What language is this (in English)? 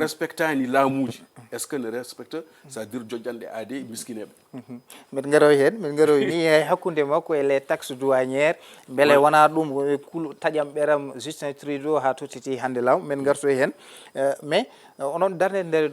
Fula